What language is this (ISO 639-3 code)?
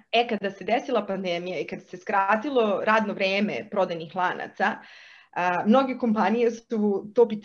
srp